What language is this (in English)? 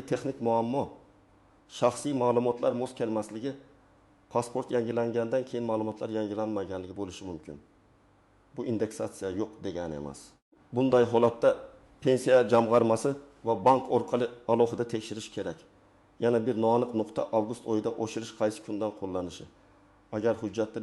Uzbek